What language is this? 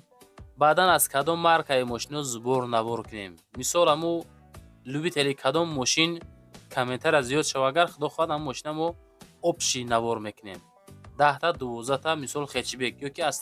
Tajik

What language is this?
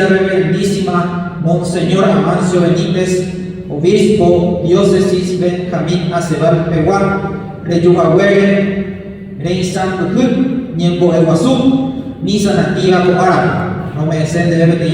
Guarani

